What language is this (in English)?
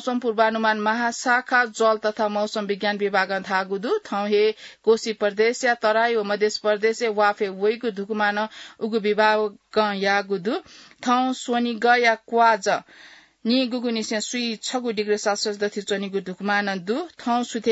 Newari